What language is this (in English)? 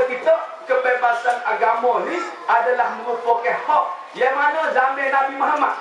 Malay